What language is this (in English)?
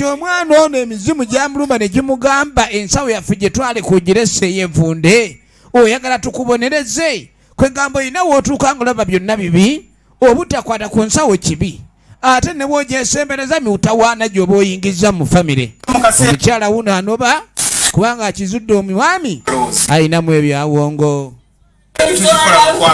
Ganda